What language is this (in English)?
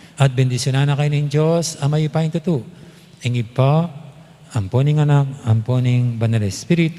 Pampanga